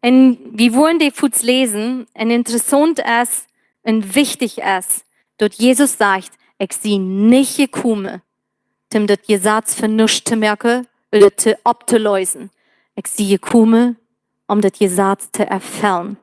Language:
Plautdietsch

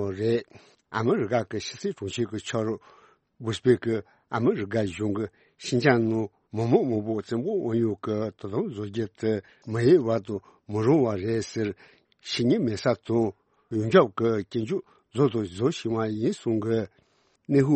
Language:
Tibetan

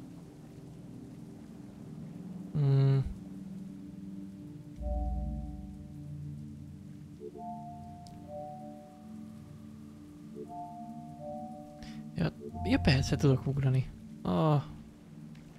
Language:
Hungarian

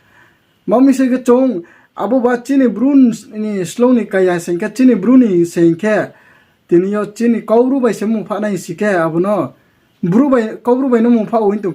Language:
Riang (India)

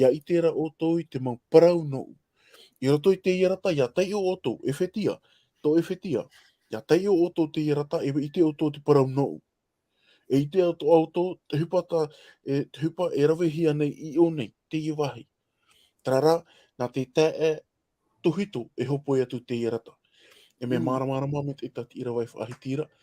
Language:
Tahitian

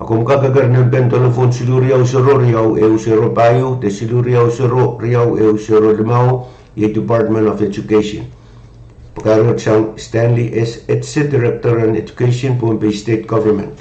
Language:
Pohnpeian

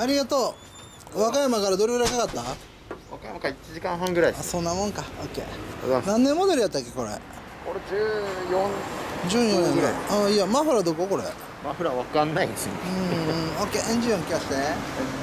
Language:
Japanese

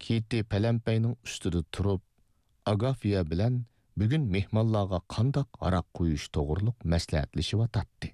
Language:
Uyghur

